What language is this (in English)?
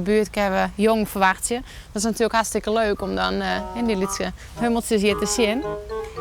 Western Frisian